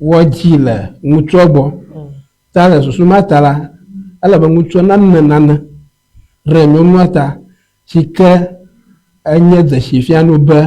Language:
Ewe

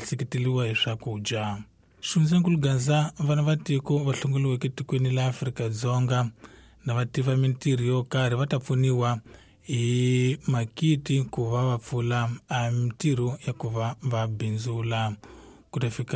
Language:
Tsonga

